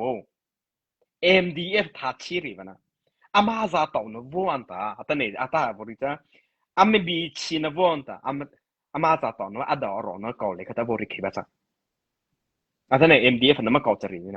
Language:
Mara Chin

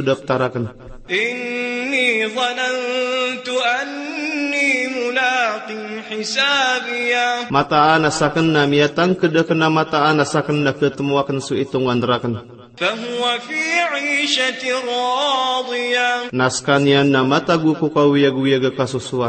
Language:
Maranao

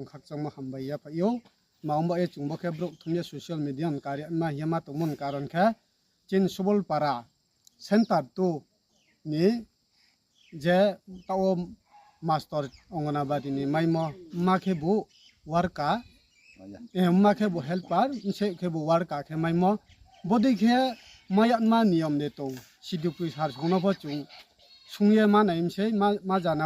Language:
Riang (India)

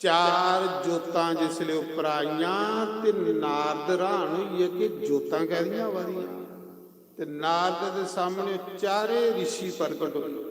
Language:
Dogri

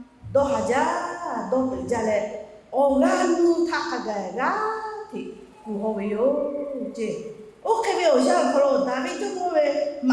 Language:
Lahu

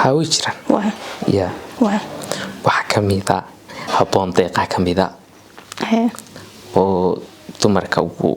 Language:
Somali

